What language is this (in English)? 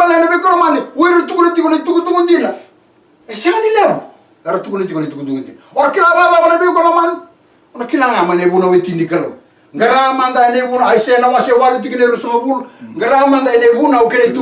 Fijian